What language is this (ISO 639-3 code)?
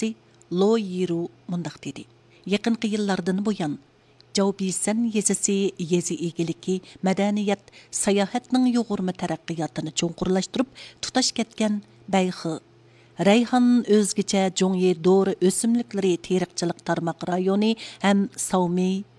uig